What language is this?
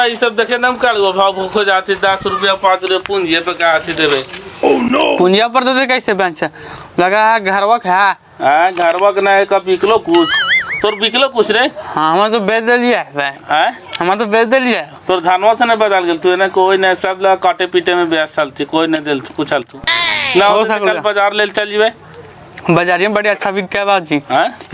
Magahi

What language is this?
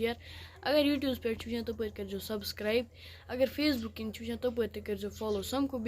Kashmiri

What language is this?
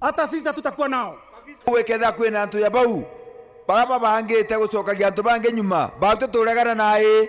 Meru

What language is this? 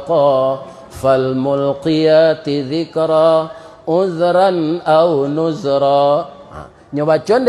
Minangkabau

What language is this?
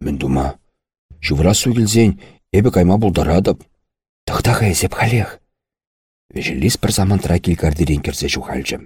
Chuvash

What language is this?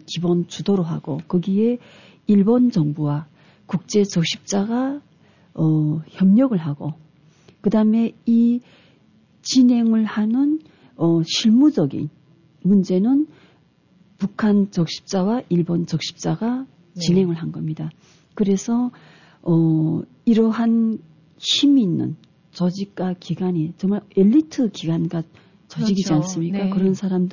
Korean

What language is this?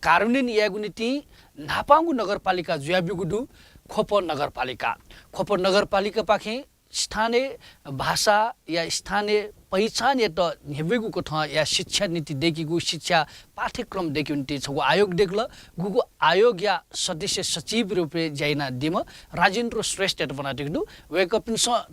Newari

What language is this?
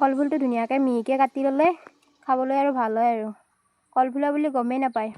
Assamese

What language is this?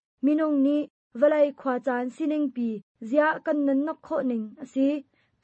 Hakha Chin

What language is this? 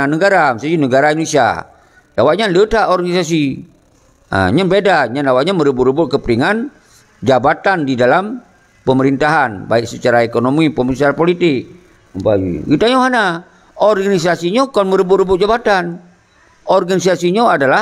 Achinese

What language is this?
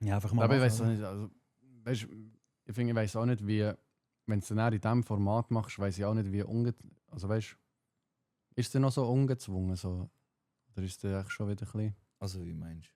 Swiss German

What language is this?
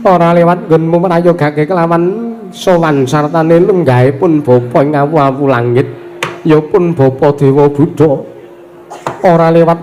Javanese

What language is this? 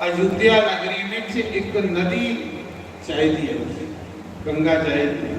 Dogri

